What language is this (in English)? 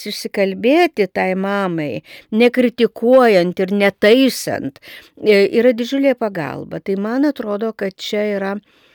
Lithuanian